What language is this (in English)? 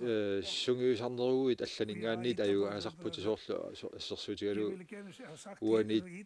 Kalaallisut